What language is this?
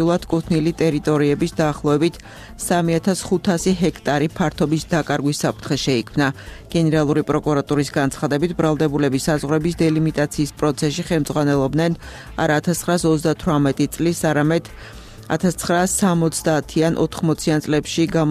Georgian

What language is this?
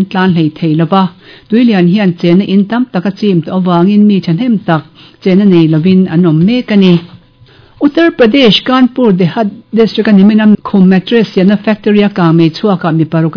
Mizo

